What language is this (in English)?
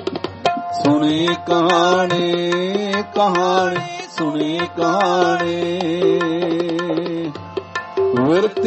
Punjabi